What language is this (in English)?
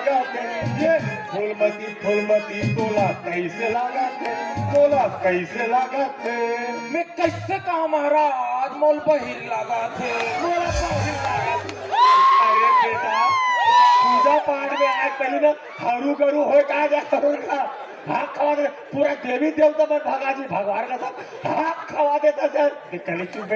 Chhattisgarhi